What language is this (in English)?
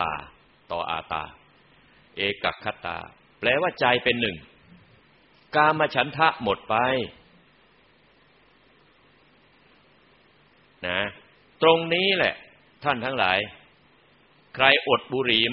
Thai